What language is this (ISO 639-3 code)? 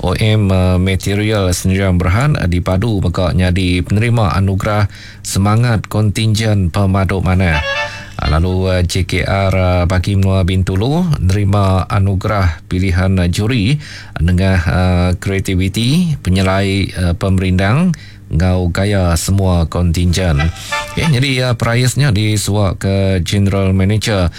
iba